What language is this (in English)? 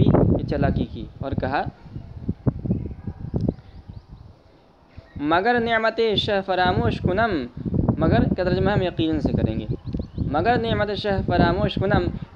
Urdu